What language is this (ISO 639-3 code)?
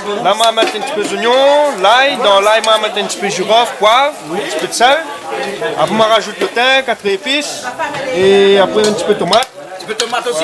rcf